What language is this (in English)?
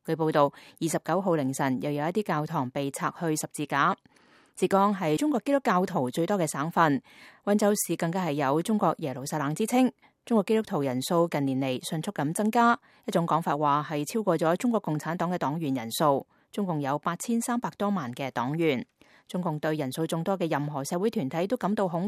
Cantonese